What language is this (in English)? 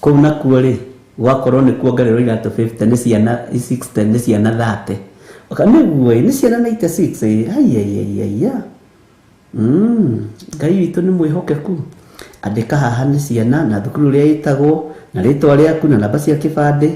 Kikuyu